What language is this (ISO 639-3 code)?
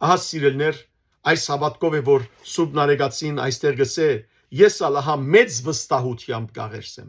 hyw